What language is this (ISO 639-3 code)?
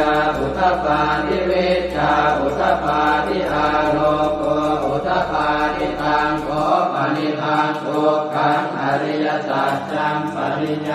pli